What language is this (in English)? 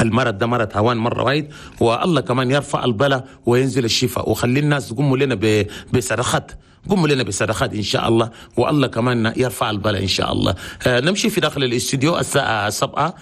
Chadian Arabic